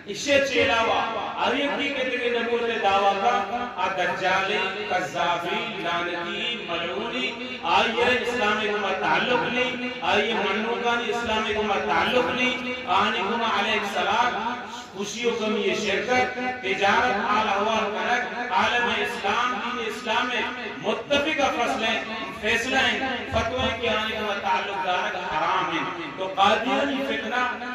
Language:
Eastern Balochi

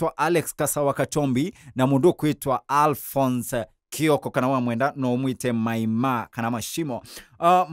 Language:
Kamba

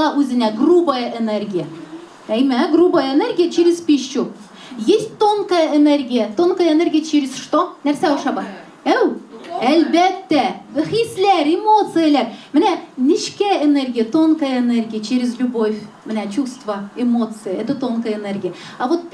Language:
Tatar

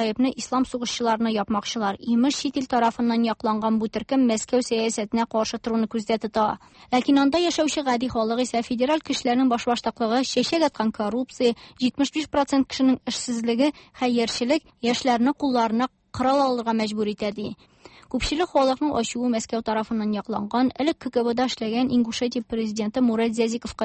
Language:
Tatar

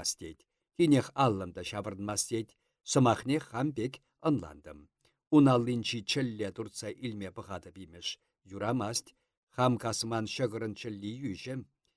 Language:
Chuvash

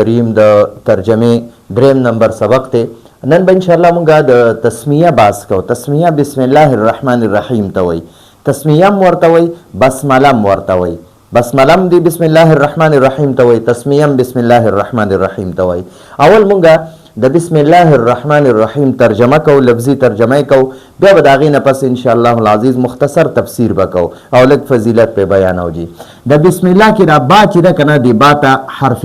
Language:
Pashto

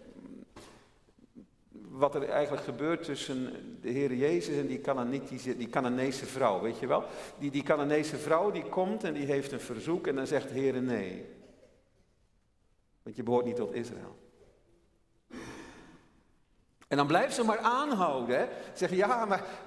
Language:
Dutch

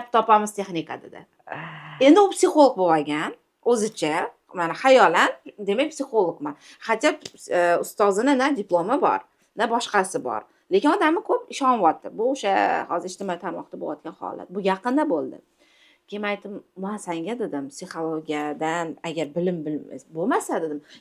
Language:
Uzbek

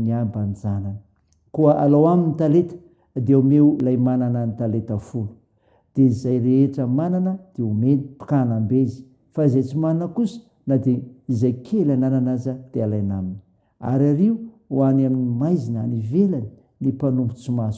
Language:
Malagasy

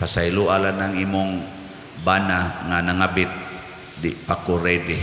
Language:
Cebuano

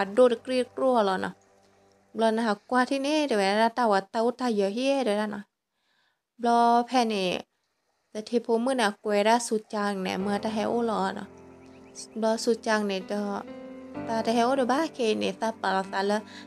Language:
S'gaw Karen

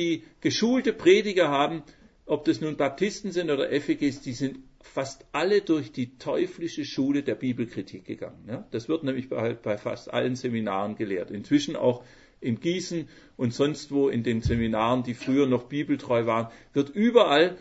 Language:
German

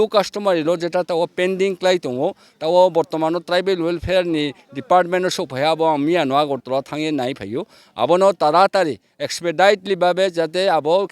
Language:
Riang (India)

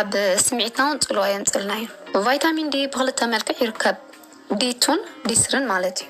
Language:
Tigrinya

